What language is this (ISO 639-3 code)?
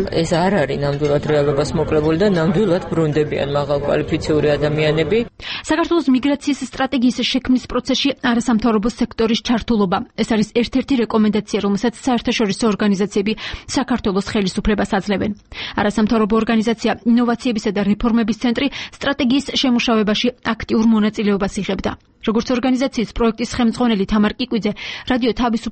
kat